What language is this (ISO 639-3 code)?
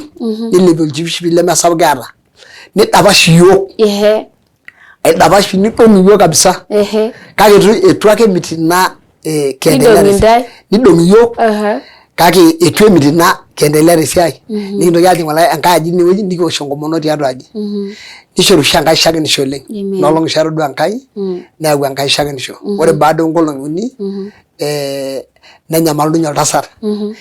mas